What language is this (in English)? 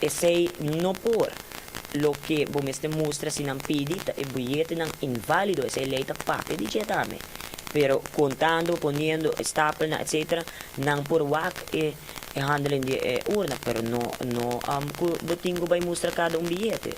Papiamento